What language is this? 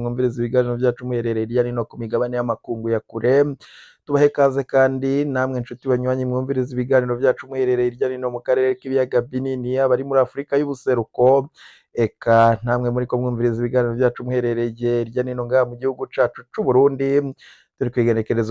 Rundi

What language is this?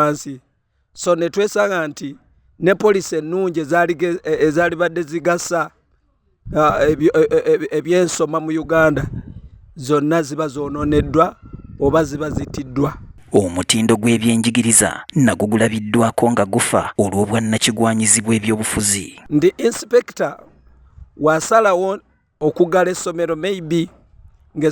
Ganda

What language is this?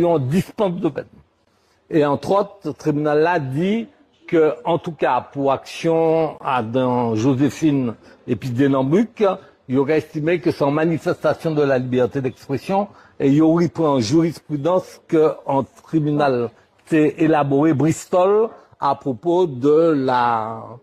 Guadeloupean Creole French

